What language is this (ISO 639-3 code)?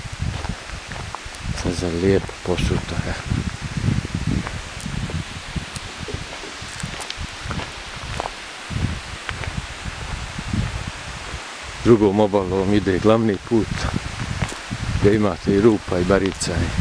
bos